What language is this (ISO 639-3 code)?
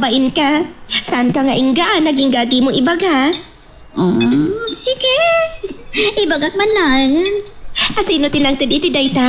ilo